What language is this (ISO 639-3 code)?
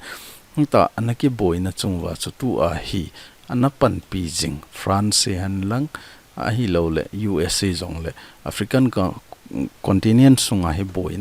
tcz